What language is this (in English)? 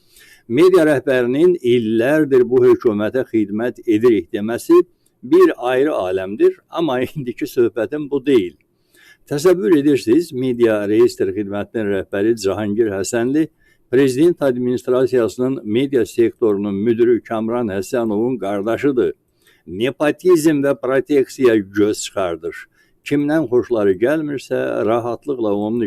Azerbaijani